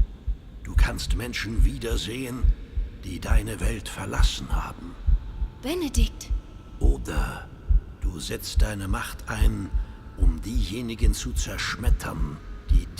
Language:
Swiss German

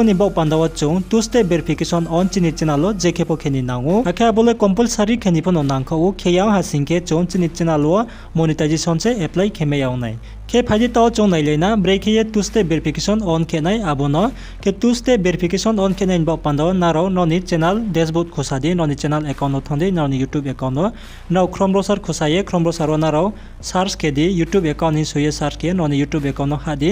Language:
Riang (India)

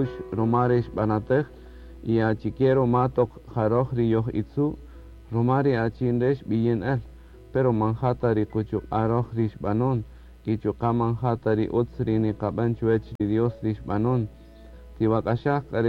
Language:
Kaqchikel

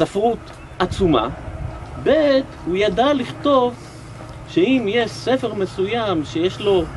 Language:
Hebrew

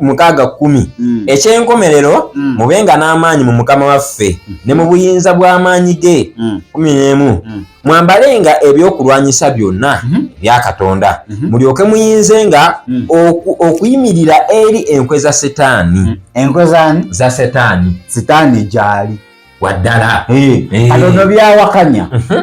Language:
Ganda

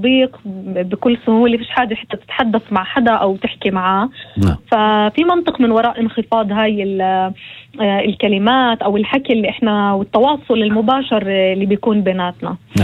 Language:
North Levantine Arabic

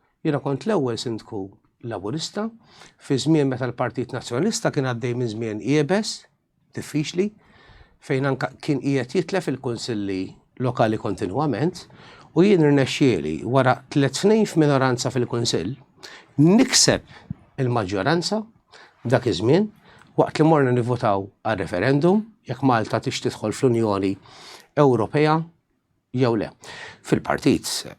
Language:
Maltese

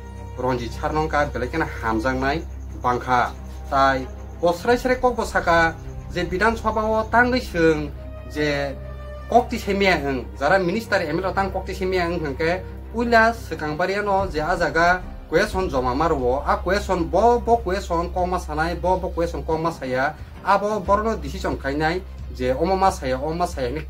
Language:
Kok Borok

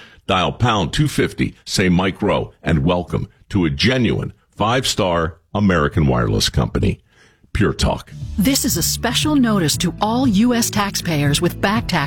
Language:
English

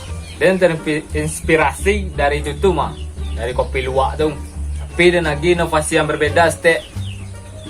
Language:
Minangkabau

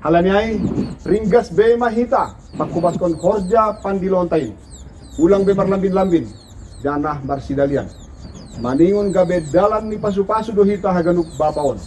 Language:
Batak Simalungun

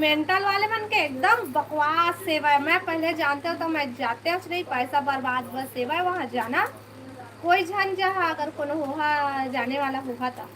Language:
Chhattisgarhi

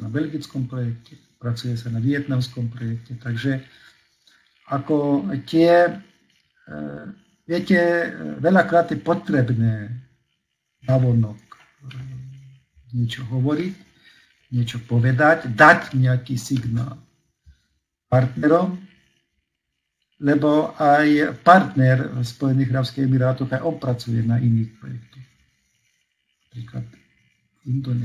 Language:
Slovak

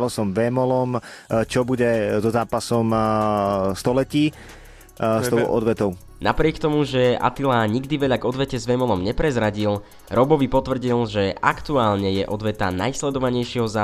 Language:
Slovak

